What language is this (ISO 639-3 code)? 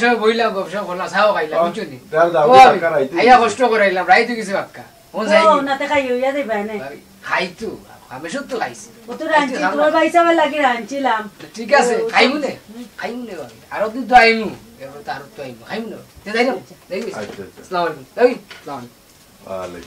syl